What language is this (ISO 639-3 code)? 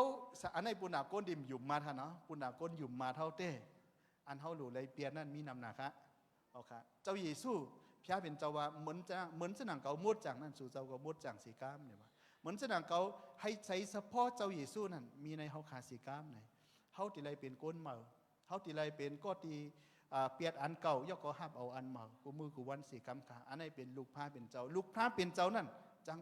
shn